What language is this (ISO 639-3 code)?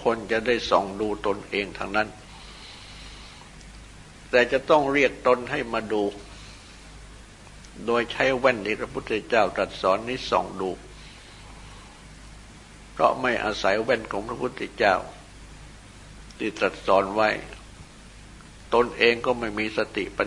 tha